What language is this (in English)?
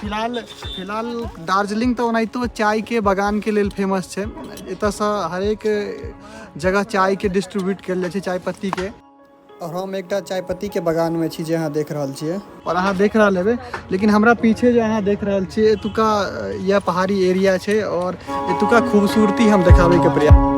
Maithili